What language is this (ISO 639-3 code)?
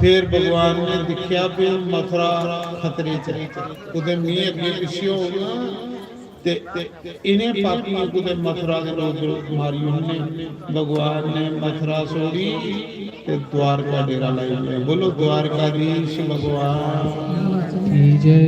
doi